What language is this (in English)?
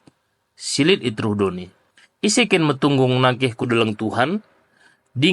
Batak Karo